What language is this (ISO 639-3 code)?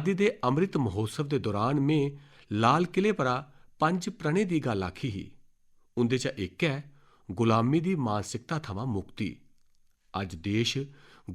doi